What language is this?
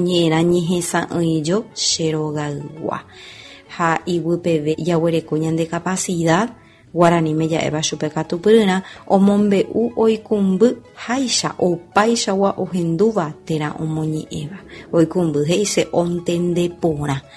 Guarani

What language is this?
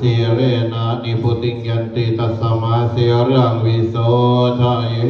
Pali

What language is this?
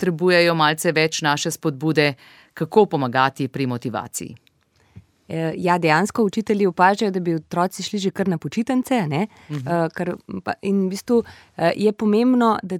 Slovenian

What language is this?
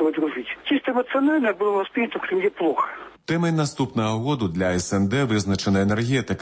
Belarusian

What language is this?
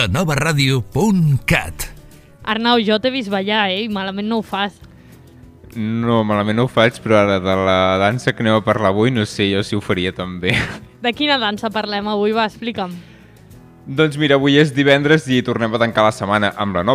Catalan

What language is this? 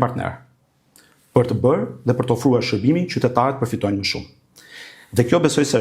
Albanian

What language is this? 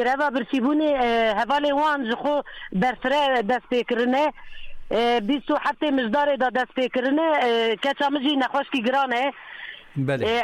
Kurdish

